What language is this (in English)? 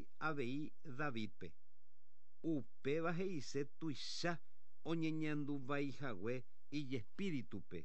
Guarani